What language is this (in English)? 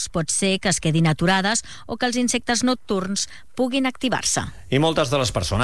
Catalan